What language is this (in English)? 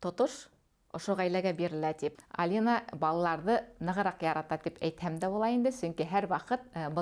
Bashkir